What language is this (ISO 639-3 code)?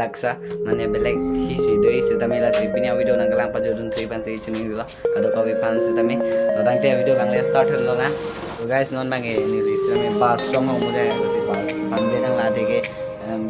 mjw